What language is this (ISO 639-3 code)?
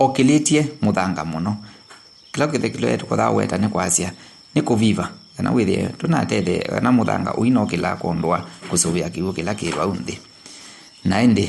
kam